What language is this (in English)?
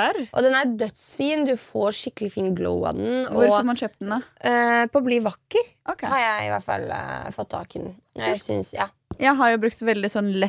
Norwegian